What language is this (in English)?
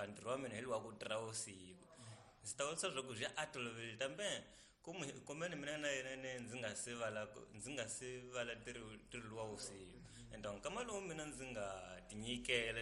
Tsonga